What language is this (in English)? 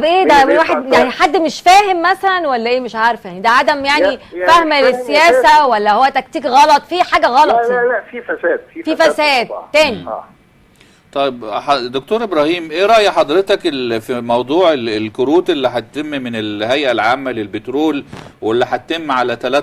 Egyptian Arabic